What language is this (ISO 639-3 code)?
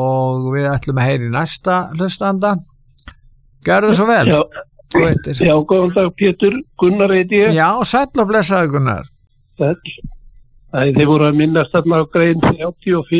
isl